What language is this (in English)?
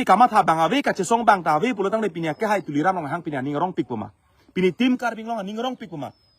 Karbi